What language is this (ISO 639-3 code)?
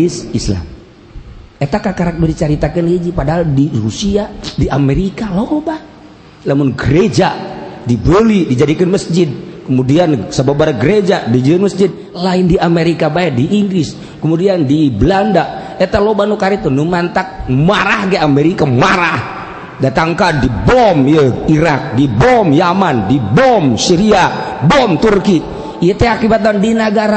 sun